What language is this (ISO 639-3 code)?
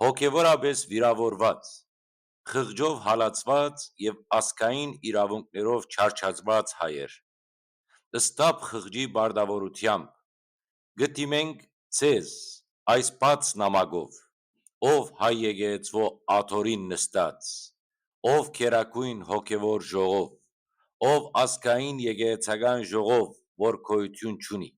hyw